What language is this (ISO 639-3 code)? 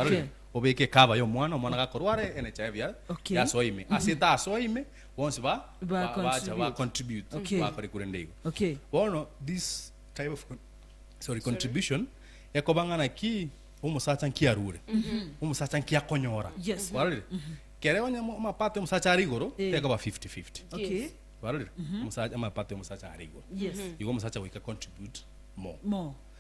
guz